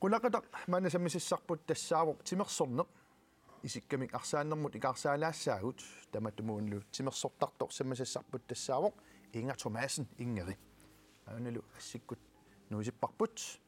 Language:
Kalaallisut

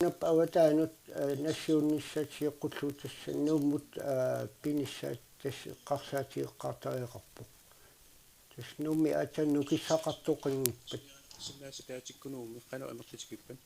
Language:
Kalaallisut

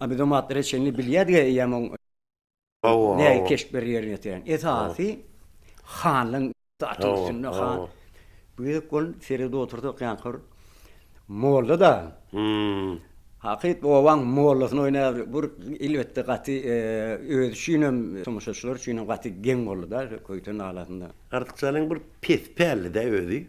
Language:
Turkmen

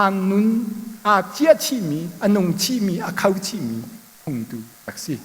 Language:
Hakha Chin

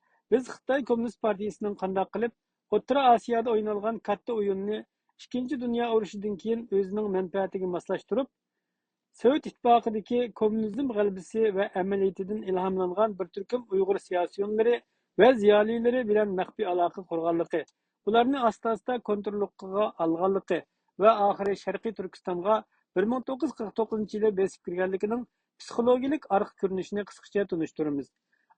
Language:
Uyghur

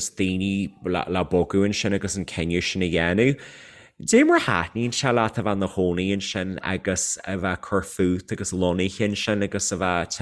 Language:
Irish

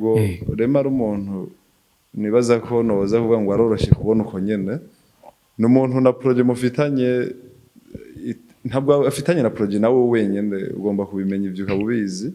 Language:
Rundi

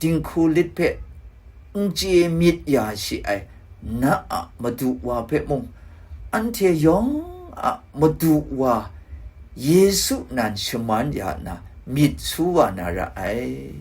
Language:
Kachin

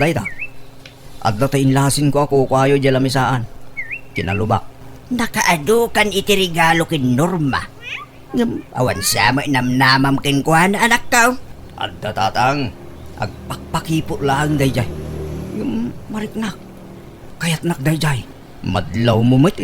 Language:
Iloko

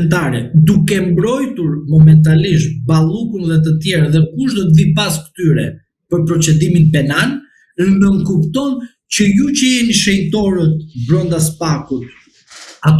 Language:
Albanian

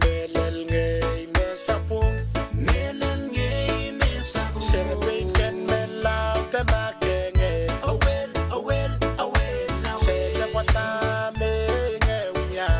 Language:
Pohnpeian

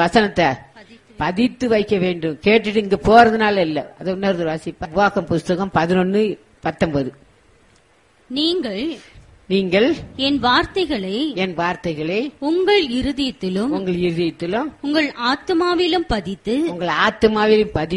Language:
Tamil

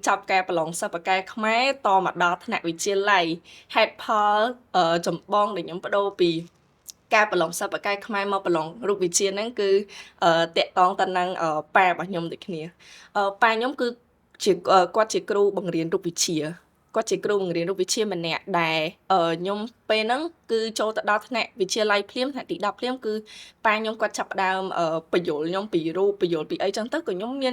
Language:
Khmer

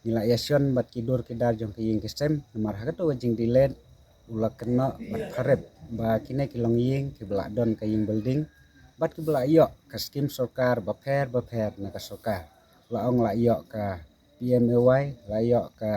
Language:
Khasi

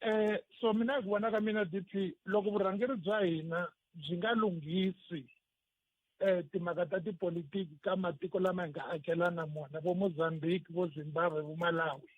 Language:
Tsonga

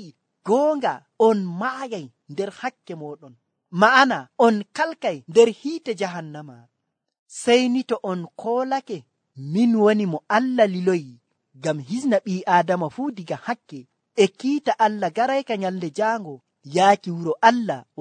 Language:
Nigerian Fulfulde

